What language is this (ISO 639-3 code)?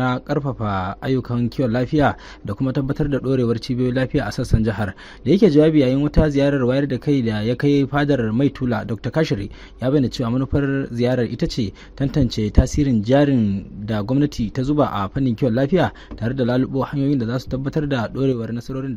hau